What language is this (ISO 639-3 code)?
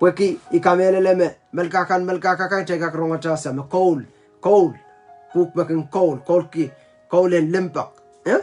pon